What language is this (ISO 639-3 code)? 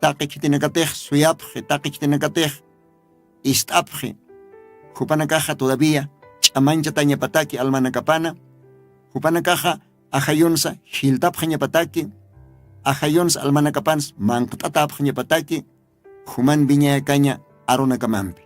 aym